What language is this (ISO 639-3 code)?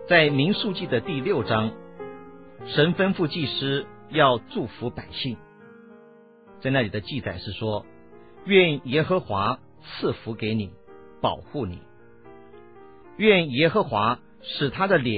zho